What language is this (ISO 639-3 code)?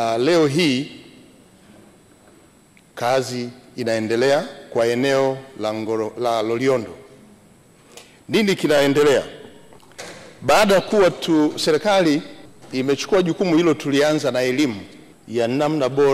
swa